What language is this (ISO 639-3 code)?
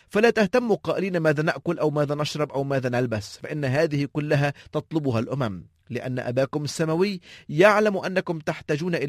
ara